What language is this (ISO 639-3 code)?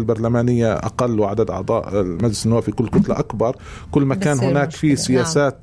apc